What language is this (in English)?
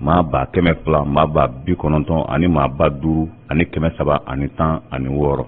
Bambara